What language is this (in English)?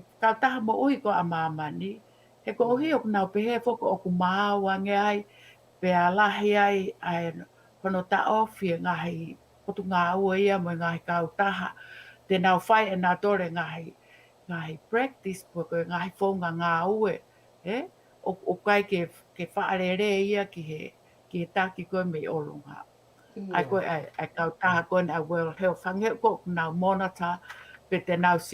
Tongan